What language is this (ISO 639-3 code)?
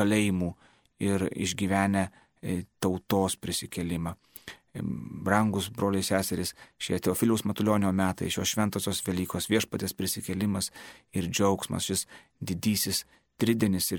lit